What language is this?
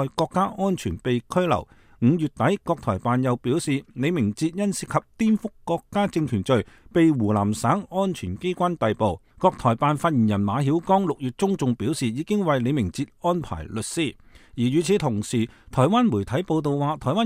Cantonese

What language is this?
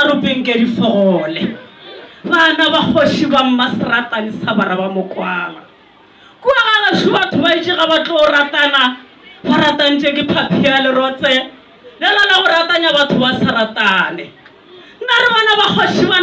Northern Sotho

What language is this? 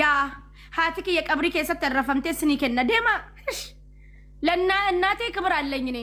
Oromo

